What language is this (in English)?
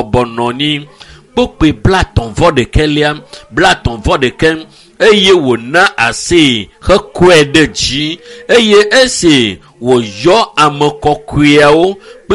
Ewe